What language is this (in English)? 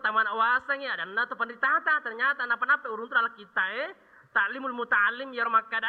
Buginese